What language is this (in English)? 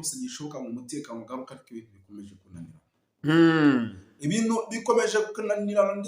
Kinyarwanda